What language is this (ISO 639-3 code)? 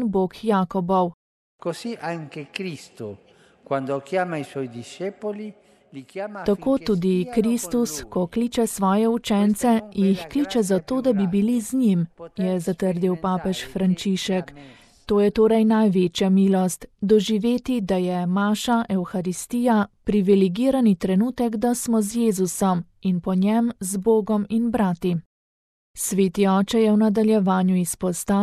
slv